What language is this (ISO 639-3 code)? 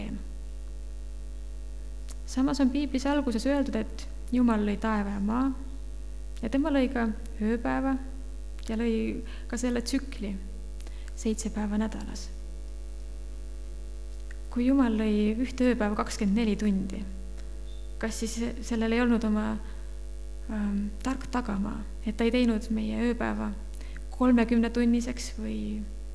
est